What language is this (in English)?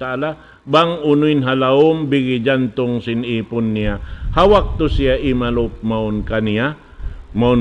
Tausug